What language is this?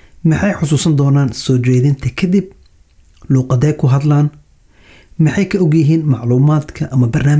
Somali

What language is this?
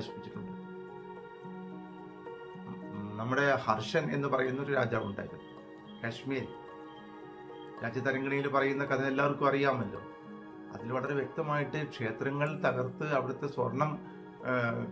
Malayalam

